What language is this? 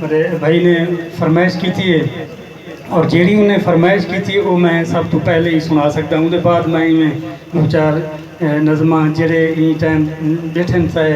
Saraiki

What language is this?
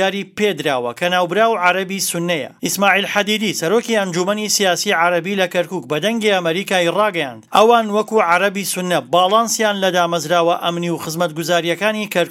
Central Kurdish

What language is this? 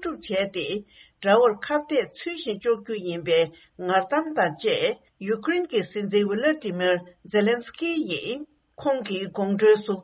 Tibetan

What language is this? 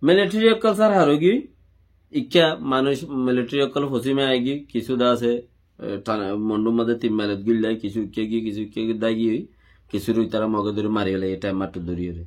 Rohingya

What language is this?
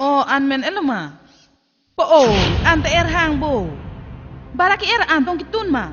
Karbi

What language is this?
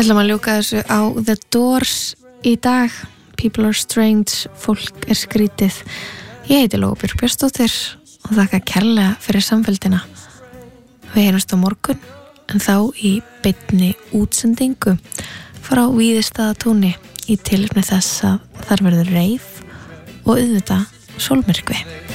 Icelandic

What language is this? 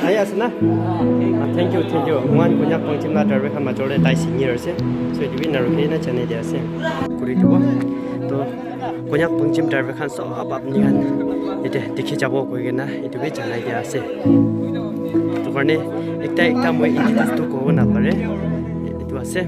Naga Pidgin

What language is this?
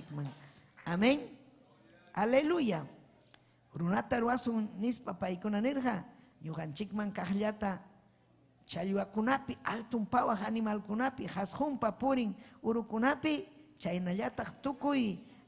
Ayacucho Quechua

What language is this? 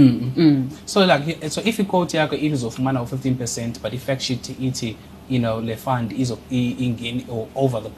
Xhosa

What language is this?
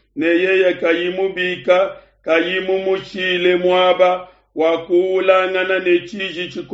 Luba-Lulua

